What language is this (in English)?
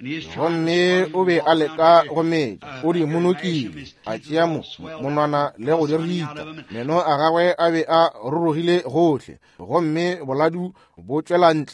Northern Sotho